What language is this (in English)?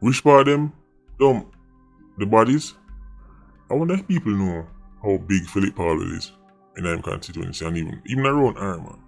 Jamaican Creole English